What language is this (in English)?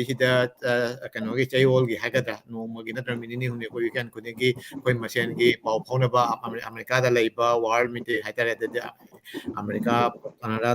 Manipuri